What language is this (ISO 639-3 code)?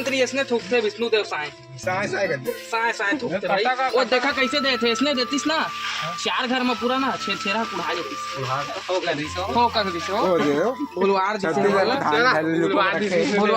hne